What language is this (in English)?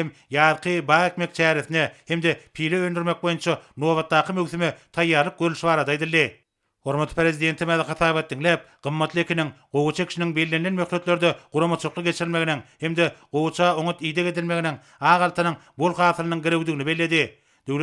Turkmen